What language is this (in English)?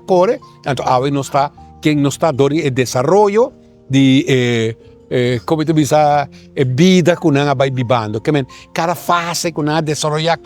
Papiamento